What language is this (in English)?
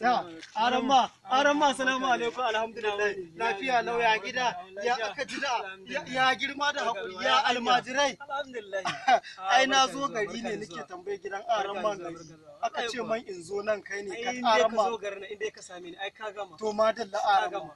Hausa